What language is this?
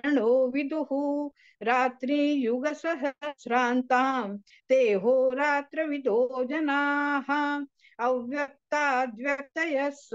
Sanskrit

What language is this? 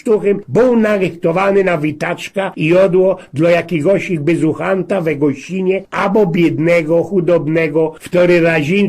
Silesian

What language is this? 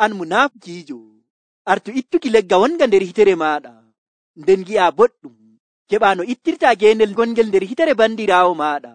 Nigerian Fulfulde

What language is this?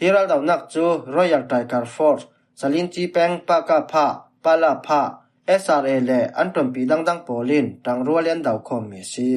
Falam Chin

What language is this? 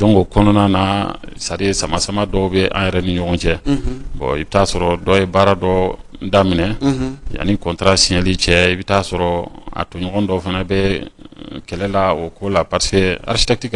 Bambara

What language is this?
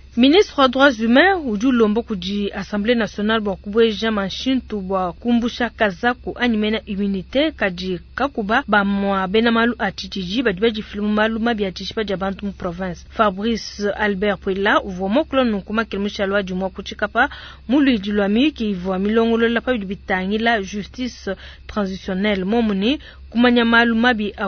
Luba-Lulua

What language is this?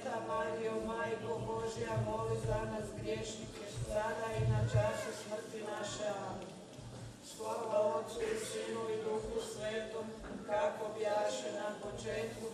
Croatian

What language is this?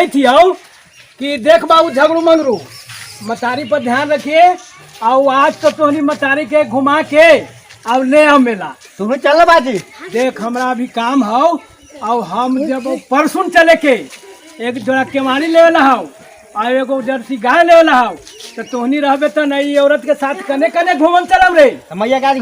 Magahi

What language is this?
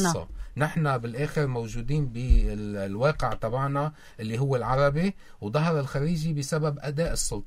North Levantine Arabic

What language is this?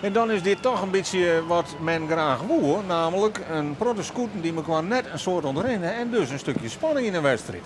Western Frisian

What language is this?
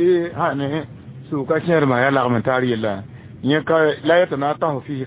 Mossi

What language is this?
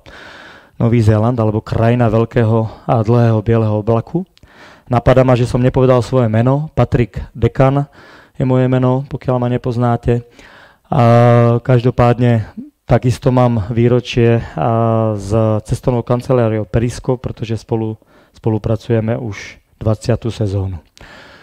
Slovak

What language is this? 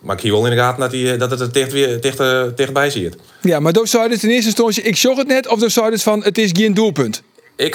Western Frisian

